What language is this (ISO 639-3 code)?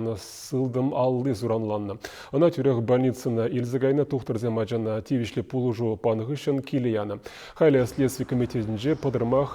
chv